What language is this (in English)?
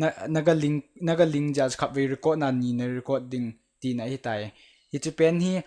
Thado Chin